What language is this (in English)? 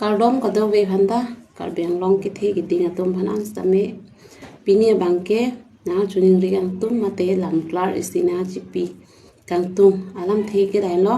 Karbi